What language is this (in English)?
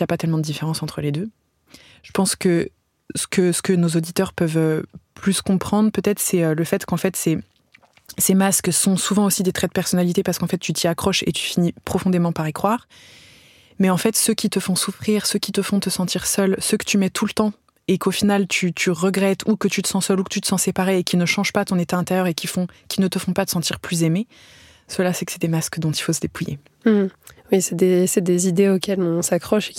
French